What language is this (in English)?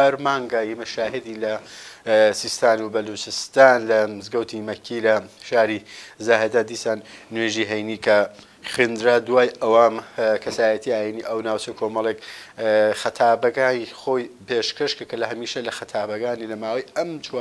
Central Kurdish